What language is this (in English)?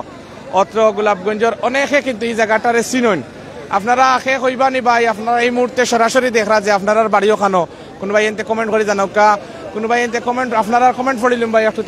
Sylheti